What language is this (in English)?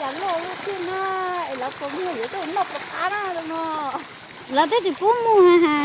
Hmong